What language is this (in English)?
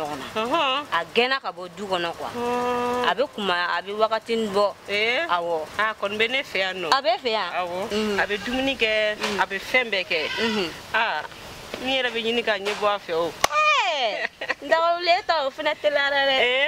Bambara